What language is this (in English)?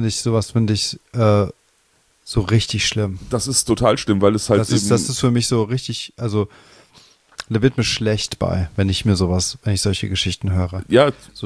German